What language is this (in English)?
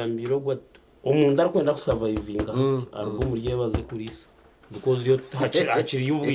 Nyankole